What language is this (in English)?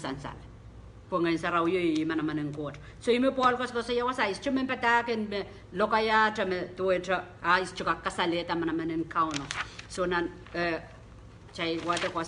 Pohnpeian